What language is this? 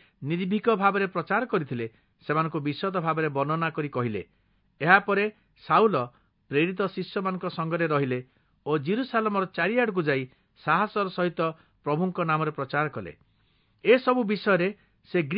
Odia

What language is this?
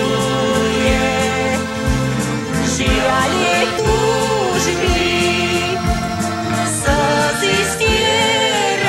Slovak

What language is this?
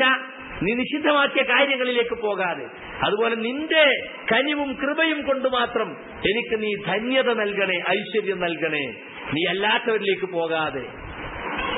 Malayalam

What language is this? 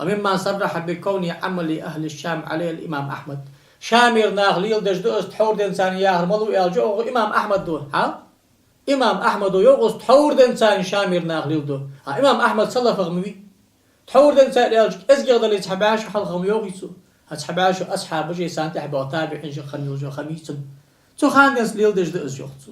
Ingush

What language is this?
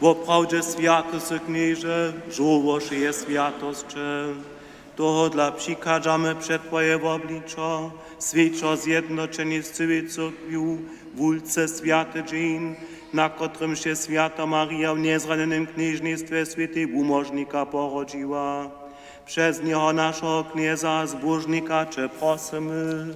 Upper Sorbian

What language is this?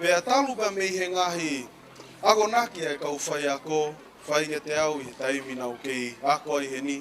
Tongan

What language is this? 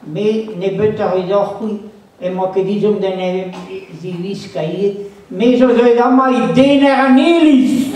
Breton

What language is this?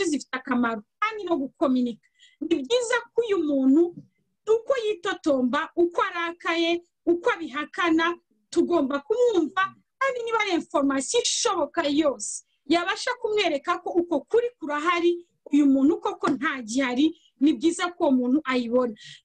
Kinyarwanda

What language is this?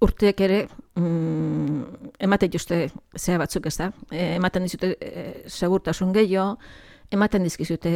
Basque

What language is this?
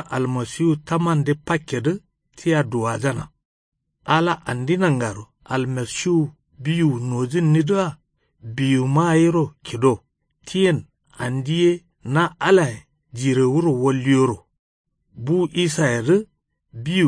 Kanuri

